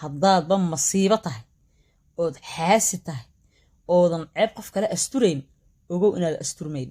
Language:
Somali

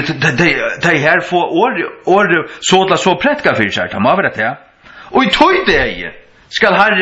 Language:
Faroese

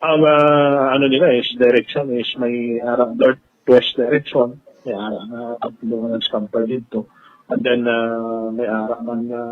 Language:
Hiligaynon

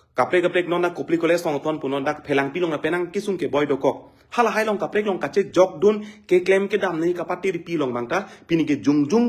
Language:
Karbi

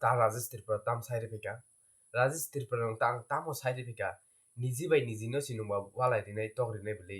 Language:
Kok Borok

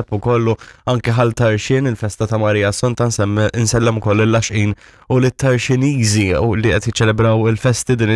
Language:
Maltese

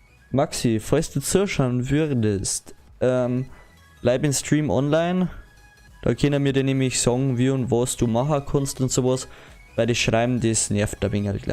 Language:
Bavarian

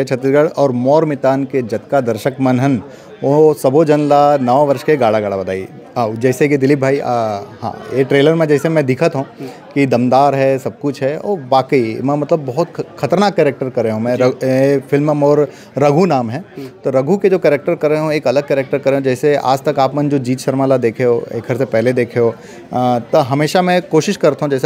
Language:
Chhattisgarhi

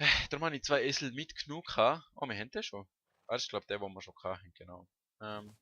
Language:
Swiss German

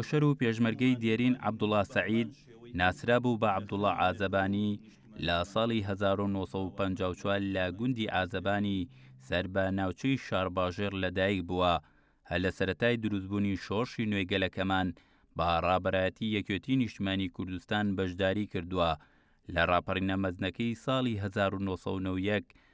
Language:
Central Kurdish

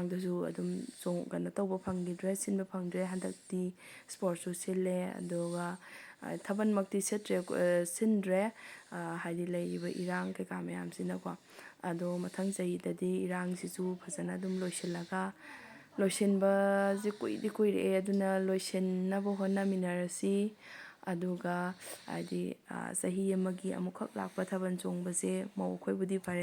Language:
Manipuri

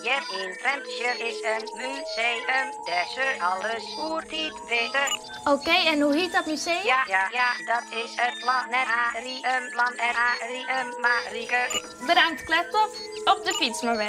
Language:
Western Frisian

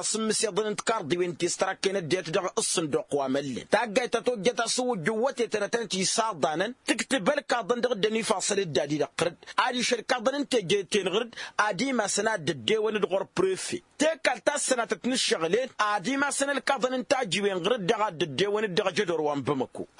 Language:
Tamasheq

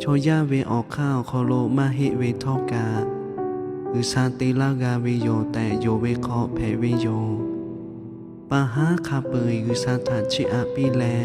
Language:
Lahu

